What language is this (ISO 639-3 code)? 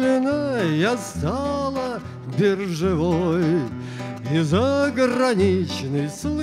rus